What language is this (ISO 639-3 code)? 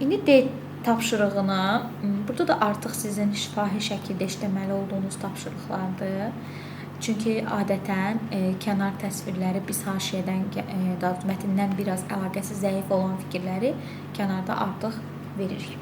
aze